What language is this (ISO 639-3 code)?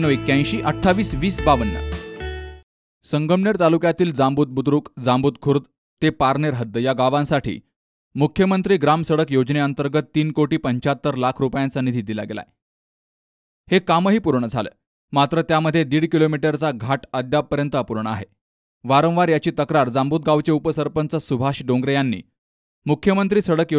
mar